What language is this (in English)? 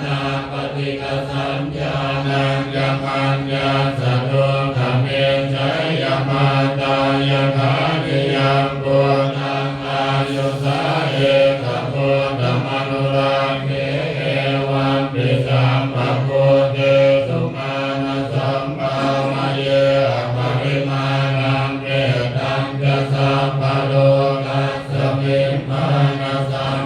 Pali